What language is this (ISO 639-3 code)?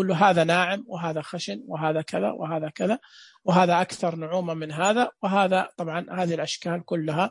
ars